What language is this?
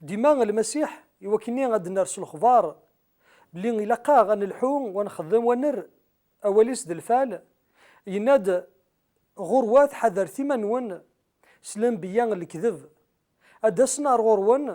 Kabyle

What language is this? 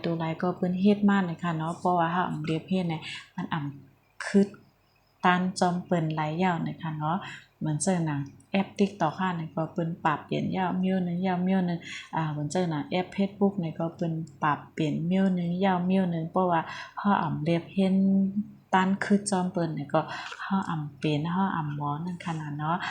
Shan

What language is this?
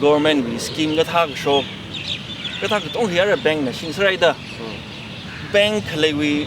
Tangkhul Naga (India)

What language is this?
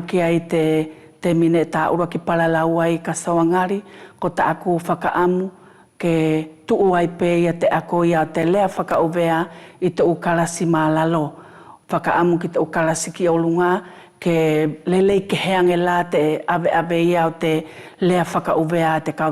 Wallisian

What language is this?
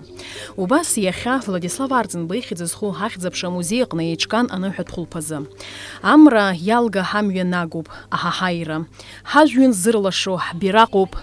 Abkhazian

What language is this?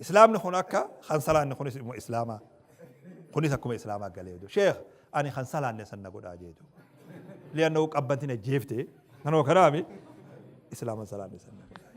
Oromo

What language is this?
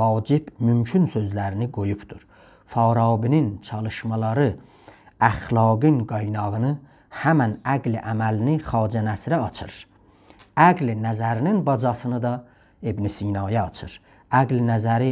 South Azerbaijani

